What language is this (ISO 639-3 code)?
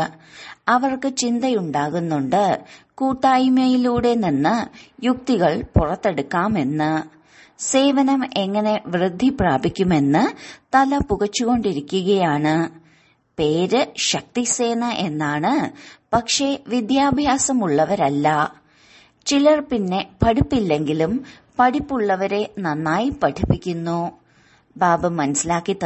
mal